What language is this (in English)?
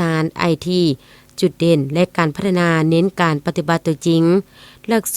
Lao